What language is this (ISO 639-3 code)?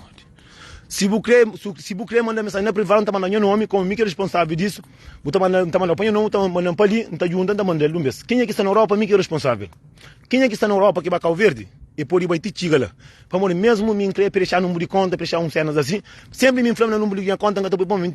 kea